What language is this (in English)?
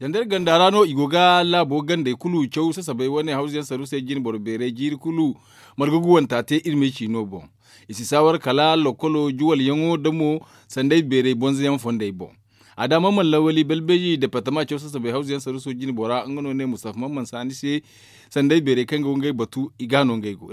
Zarma